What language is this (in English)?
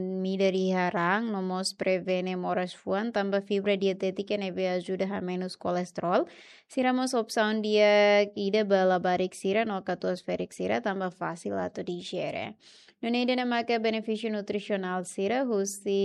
Tetum